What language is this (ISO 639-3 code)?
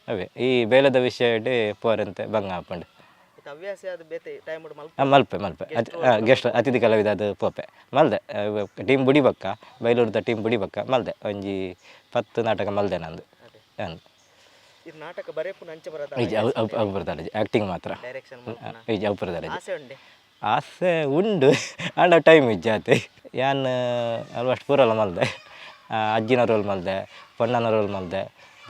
tcy